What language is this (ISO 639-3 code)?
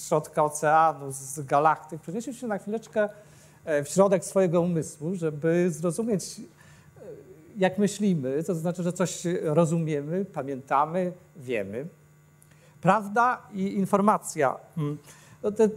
pol